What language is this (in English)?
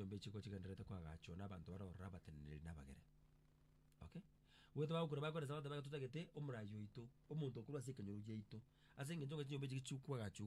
Gusii